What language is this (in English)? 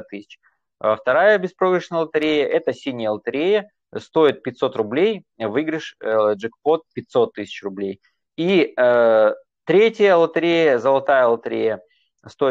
Russian